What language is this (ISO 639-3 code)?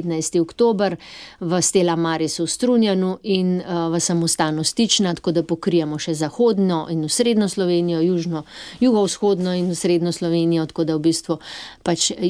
slv